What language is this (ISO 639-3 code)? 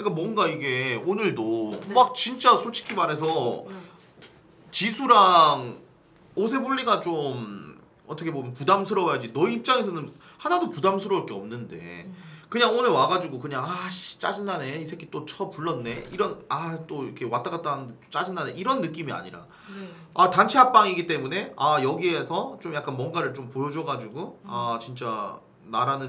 kor